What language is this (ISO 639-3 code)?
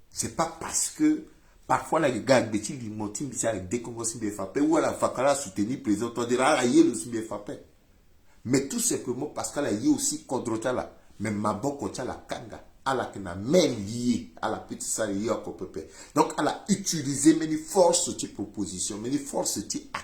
sag